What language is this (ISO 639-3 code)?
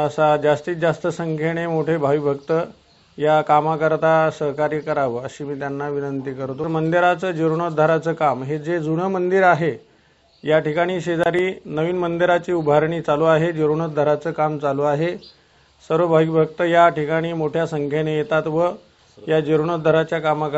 mar